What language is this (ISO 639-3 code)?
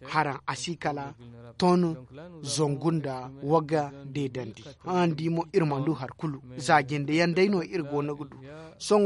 dje